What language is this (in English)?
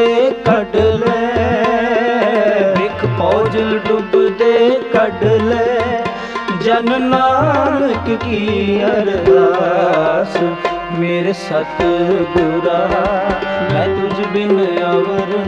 Punjabi